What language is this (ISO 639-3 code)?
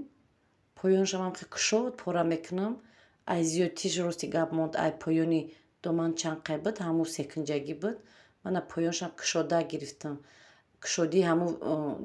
tgk